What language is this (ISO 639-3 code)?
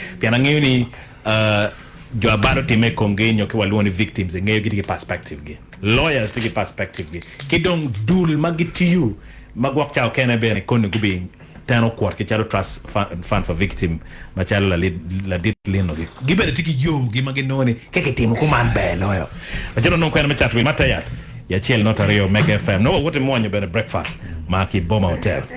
ach